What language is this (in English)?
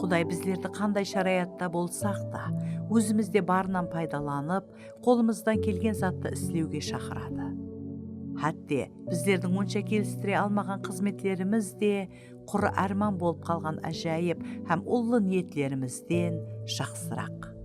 Kara-Kalpak